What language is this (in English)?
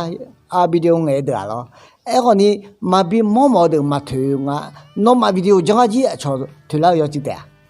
Akha